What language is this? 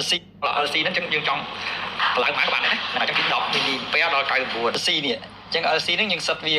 Khmer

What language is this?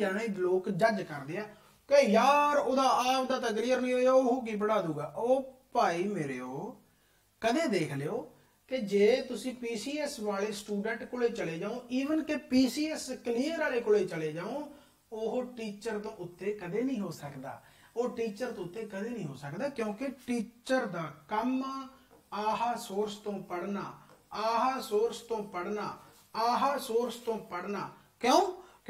Punjabi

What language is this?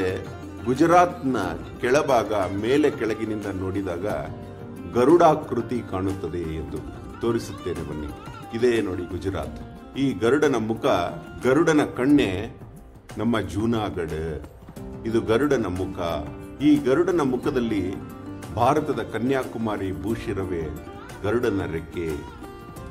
Kannada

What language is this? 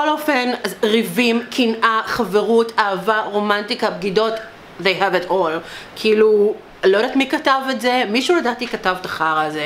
Hebrew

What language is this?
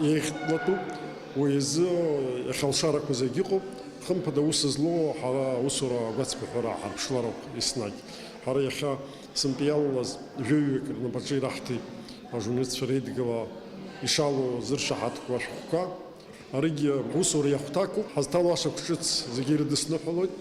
Abkhazian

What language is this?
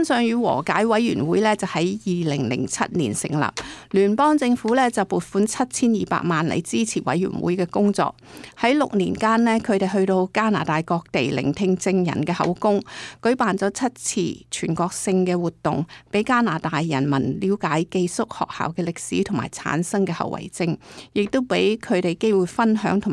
Cantonese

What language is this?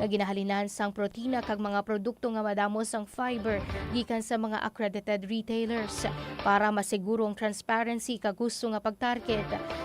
Hiligaynon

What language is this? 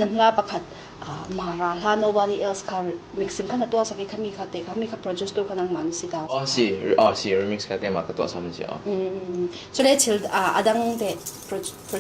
Falam Chin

